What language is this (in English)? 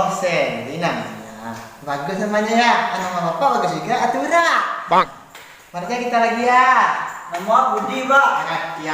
Minangkabau